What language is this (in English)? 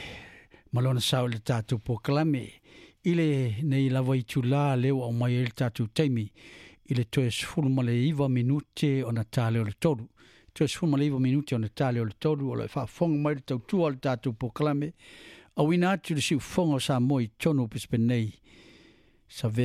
Samoan